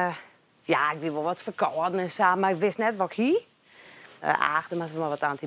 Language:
Western Frisian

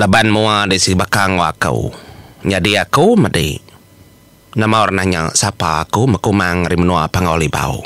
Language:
Iban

